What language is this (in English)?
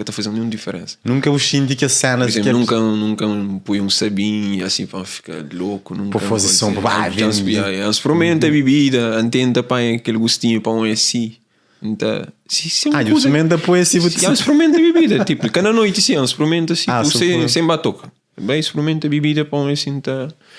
Kabuverdianu